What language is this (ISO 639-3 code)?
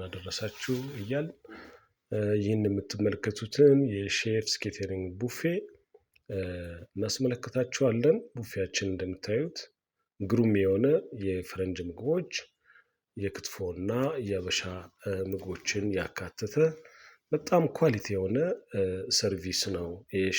amh